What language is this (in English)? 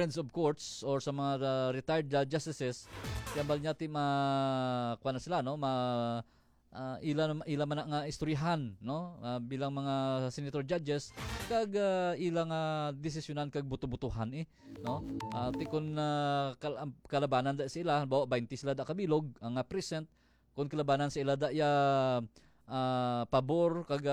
Hiligaynon